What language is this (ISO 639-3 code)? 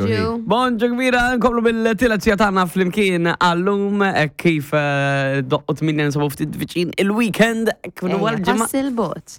mlt